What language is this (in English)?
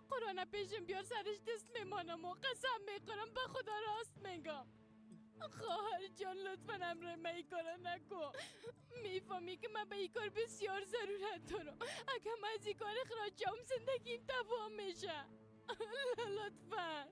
Persian